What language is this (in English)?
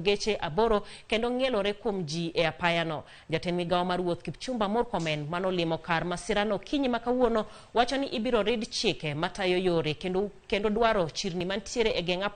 Luo (Kenya and Tanzania)